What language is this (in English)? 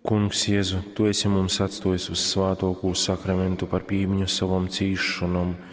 Latgalian